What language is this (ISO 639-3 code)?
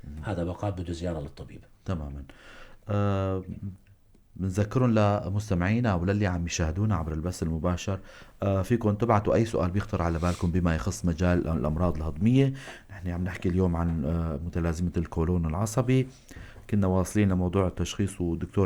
apc